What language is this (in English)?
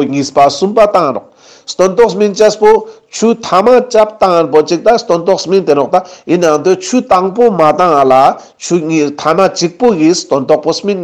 Ladakhi